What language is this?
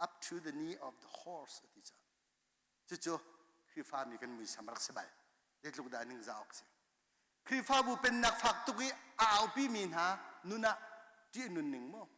Hakha Chin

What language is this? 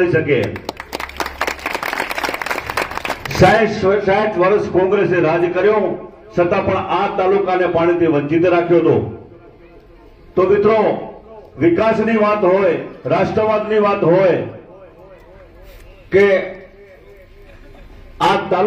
Gujarati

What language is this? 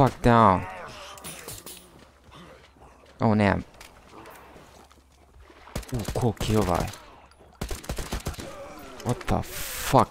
Croatian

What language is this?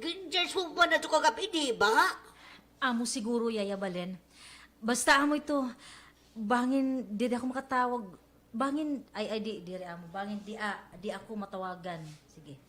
Waray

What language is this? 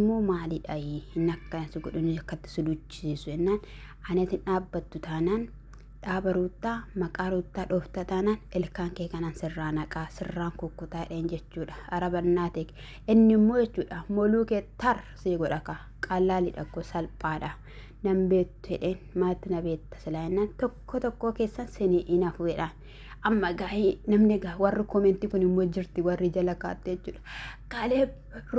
Oromo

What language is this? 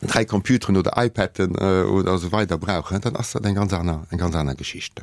Luxembourgish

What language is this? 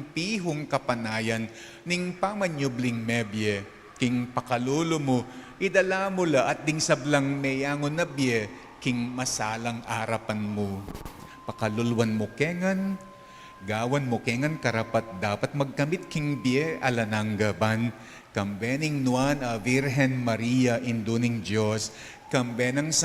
Pampanga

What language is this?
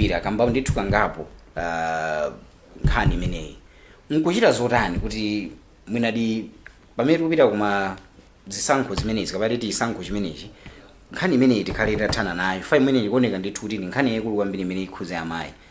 Nyanja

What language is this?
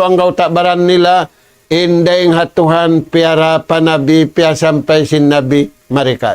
Tausug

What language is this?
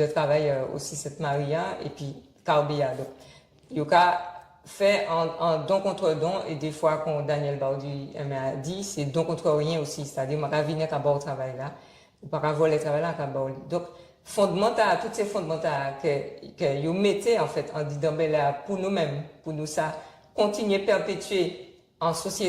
Guadeloupean Creole French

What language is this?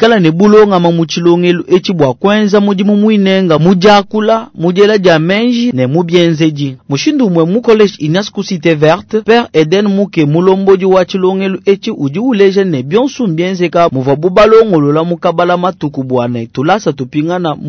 Luba-Lulua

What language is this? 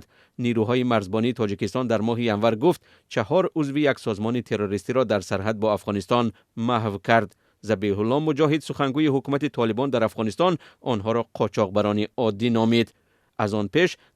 Tajik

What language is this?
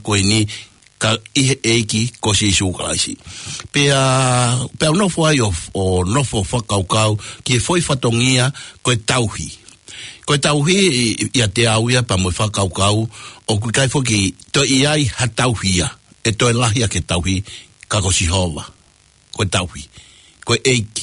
Tongan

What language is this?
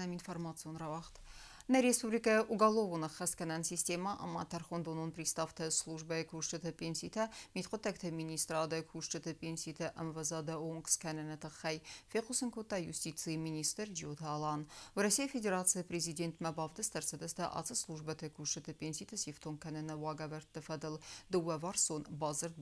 Ossetic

